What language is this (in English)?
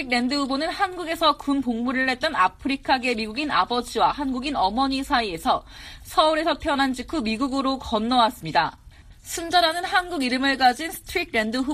Korean